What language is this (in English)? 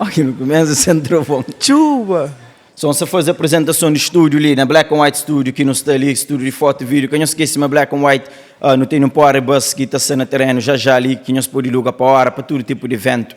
Kabuverdianu